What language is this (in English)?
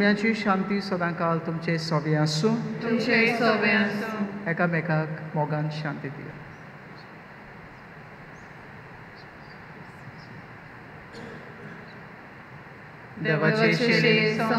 Konkani